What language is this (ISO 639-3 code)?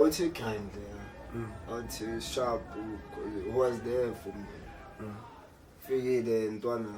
zul